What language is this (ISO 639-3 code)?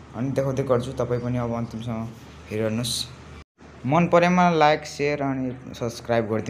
nep